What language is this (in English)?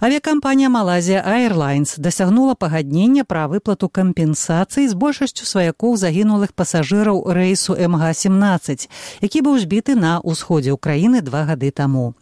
Belarusian